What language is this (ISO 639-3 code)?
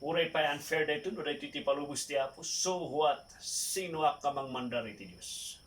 ilo